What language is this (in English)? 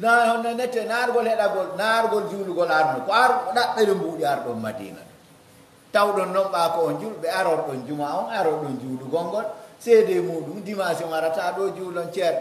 Pular